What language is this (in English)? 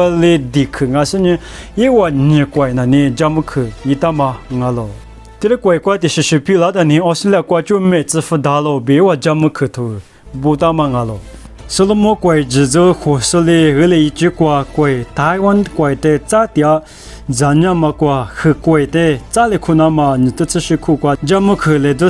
Lisu